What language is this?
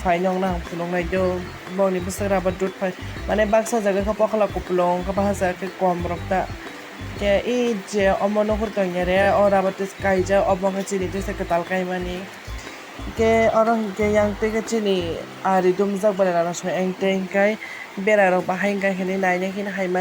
Kok Borok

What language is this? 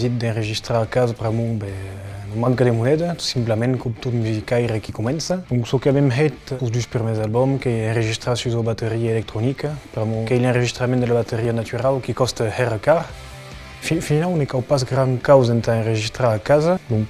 Occitan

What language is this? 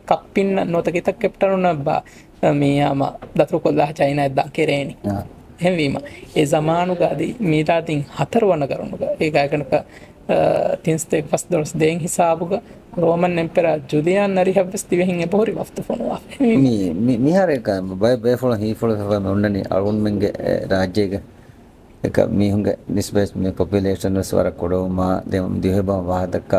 Divehi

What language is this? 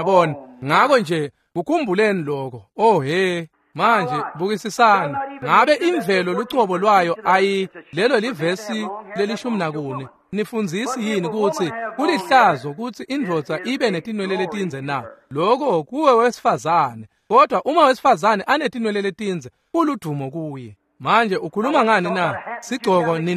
Swati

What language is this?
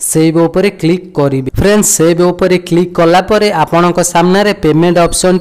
Odia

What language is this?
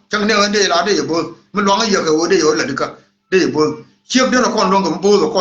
Nuer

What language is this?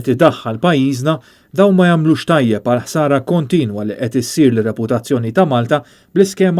Maltese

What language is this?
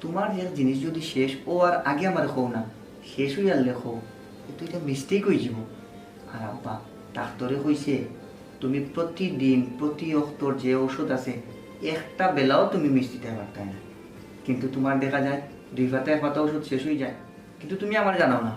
Sylheti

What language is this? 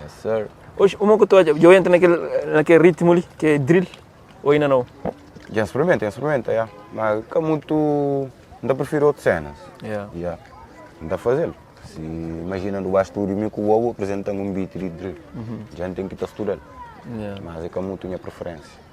Kabuverdianu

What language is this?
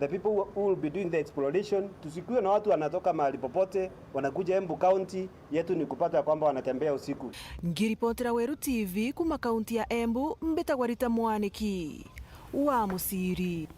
Meru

